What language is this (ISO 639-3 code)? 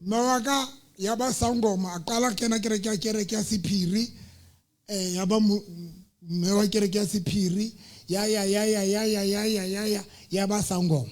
sot